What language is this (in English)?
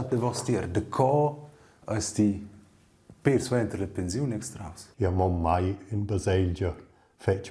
Romansh